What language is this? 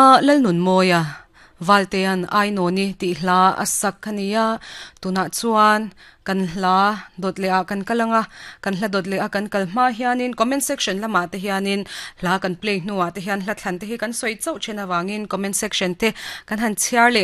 Mizo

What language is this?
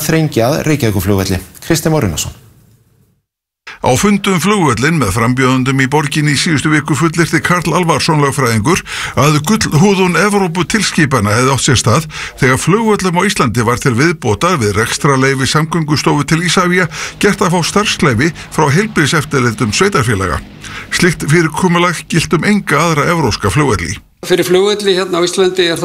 Icelandic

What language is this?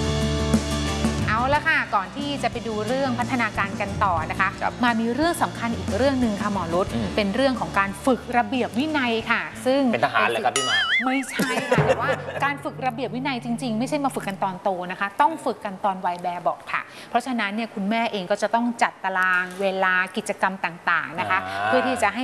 Thai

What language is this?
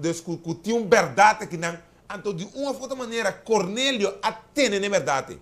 Papiamento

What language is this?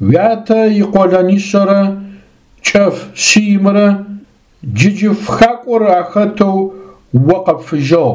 Adyghe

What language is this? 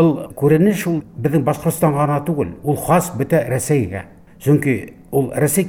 Bashkir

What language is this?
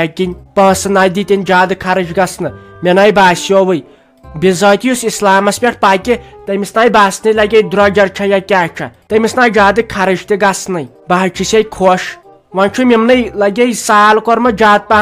Kashmiri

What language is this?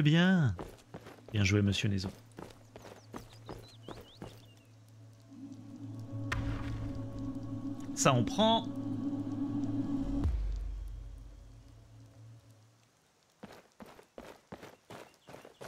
French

